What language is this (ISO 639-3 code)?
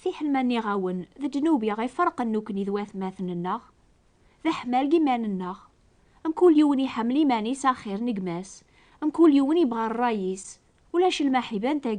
kab